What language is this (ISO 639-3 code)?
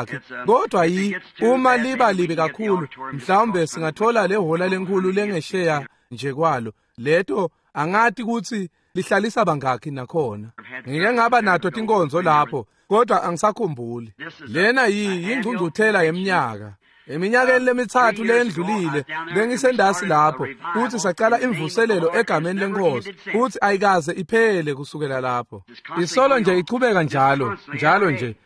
ssw